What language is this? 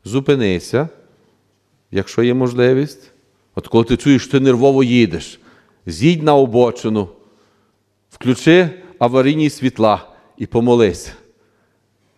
Ukrainian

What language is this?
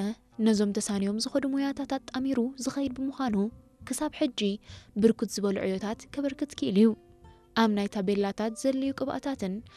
Tigrinya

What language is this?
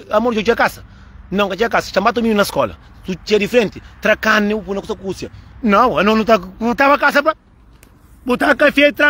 Kabuverdianu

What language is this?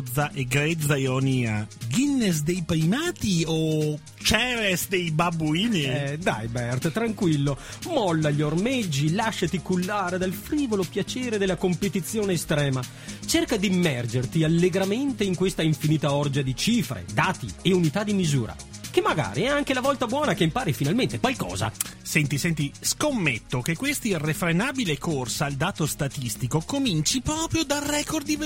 Italian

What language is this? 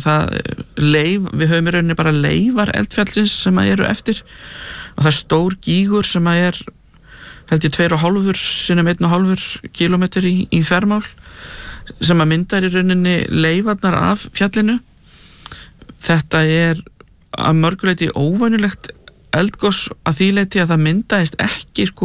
Icelandic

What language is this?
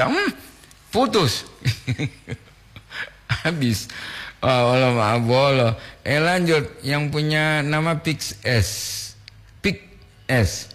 Gorontalo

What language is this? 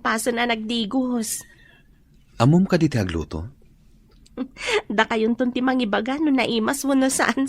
Iloko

